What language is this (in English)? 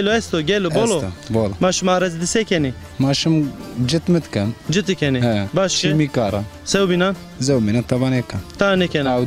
Zaza